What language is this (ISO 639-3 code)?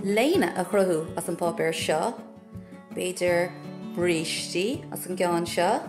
gle